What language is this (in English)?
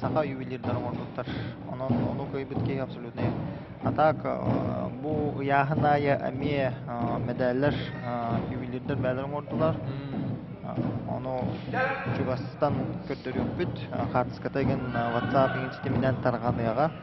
Yakut